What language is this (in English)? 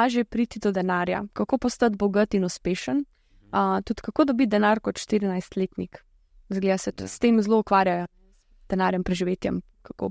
Slovenian